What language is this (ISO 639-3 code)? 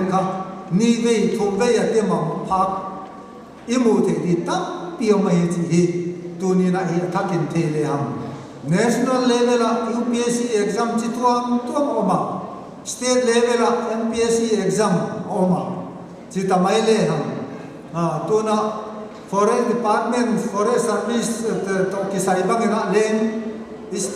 pck